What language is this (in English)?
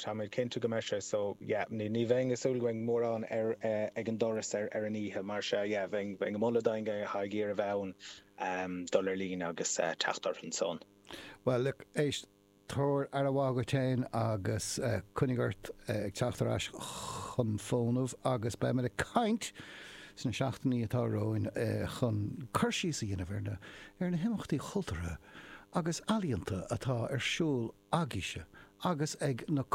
Irish